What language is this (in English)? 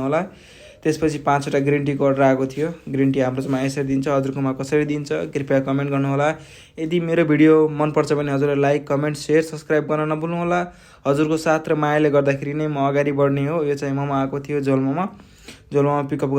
Nepali